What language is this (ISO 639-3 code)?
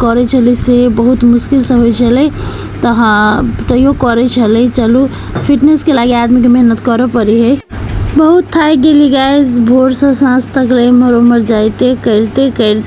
mai